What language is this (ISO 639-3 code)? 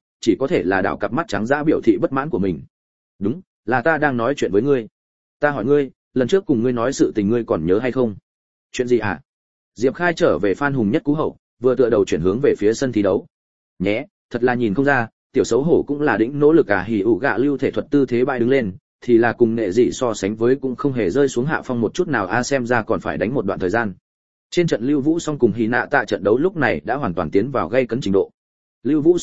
vie